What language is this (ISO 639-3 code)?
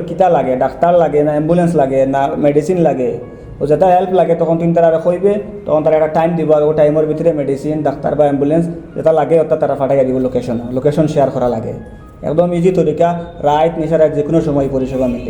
syl